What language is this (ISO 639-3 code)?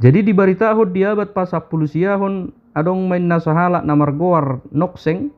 bbc